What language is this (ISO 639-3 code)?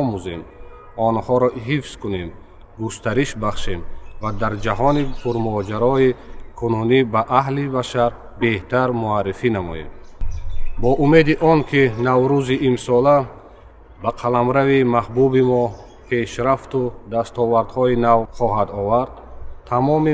tgk